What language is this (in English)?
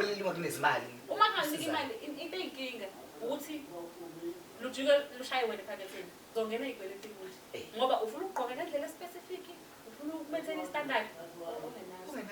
Zulu